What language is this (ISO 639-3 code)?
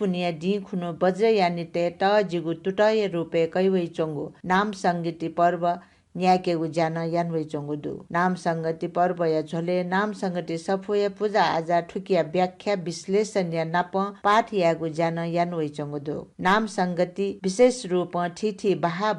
new